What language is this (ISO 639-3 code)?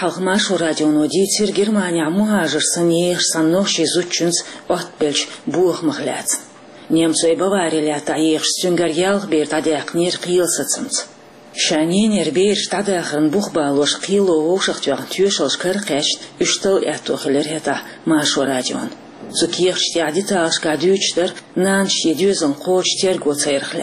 che